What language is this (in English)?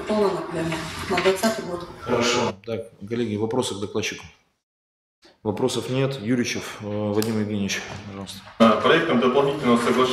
Russian